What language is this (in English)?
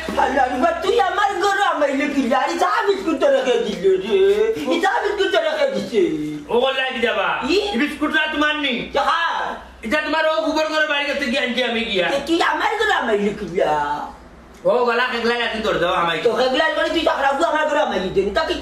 Sylheti